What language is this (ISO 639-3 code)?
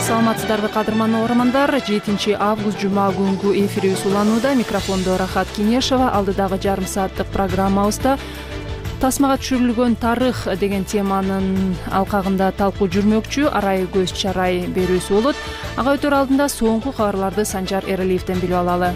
kir